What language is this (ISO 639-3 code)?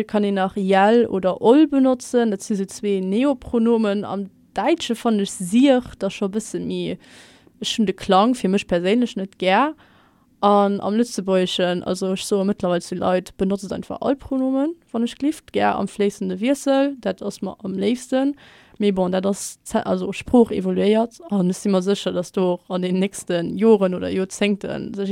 ltz